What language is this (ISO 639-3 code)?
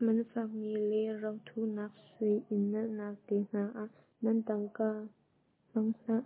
cnh